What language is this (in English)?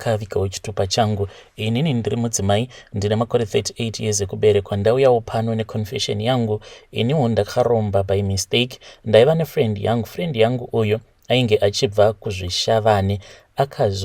Shona